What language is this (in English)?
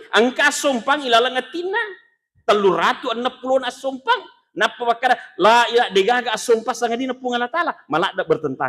Buginese